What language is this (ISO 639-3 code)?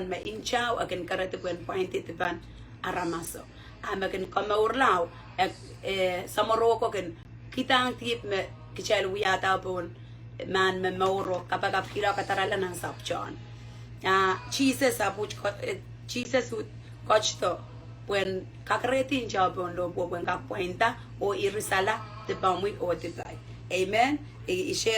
pon